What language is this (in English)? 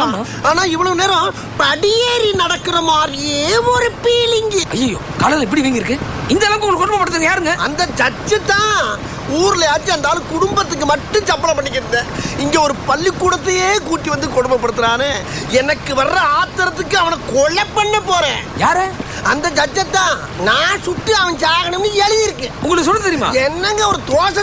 Tamil